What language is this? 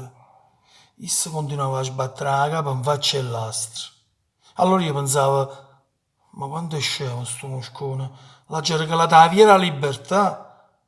Neapolitan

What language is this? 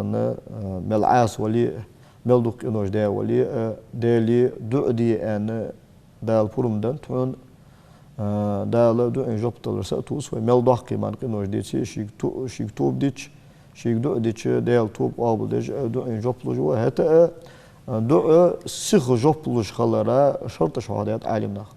Ingush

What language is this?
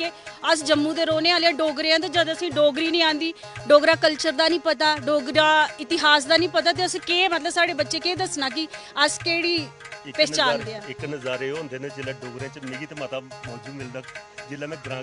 Dogri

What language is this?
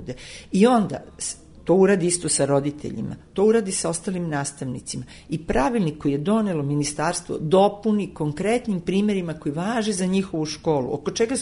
Serbian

